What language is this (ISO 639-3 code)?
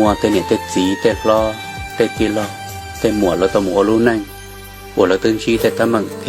hmn